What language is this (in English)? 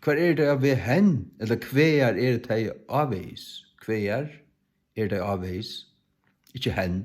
Faroese